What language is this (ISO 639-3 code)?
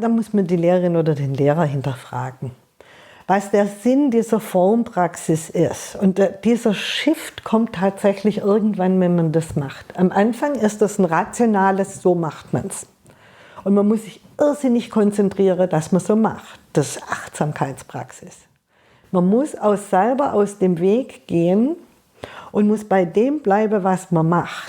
gsw